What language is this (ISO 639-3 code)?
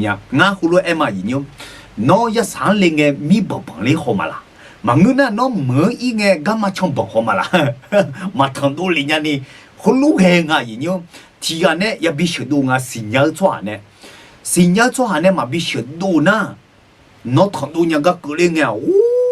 ahk